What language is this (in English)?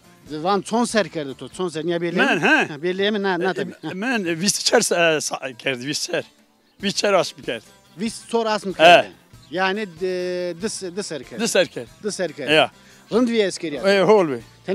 Zaza